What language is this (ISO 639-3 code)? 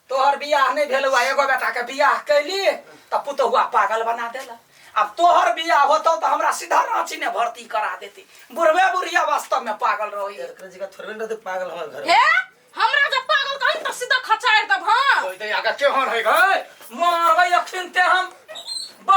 mai